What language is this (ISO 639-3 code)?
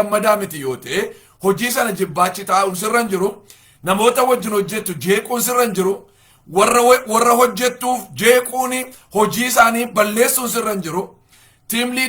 orm